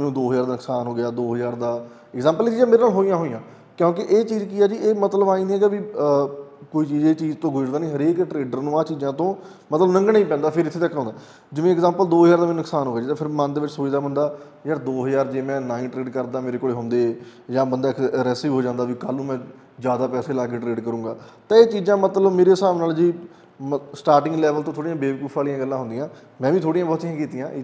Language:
Punjabi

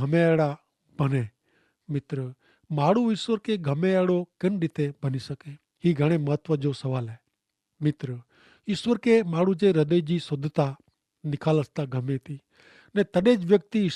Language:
Kachhi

